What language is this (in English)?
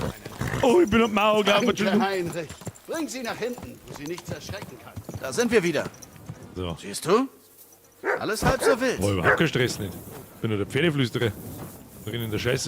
Bavarian